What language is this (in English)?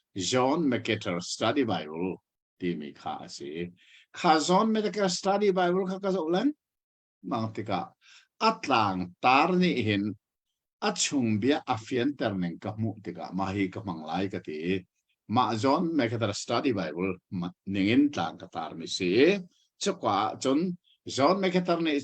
Hakha Chin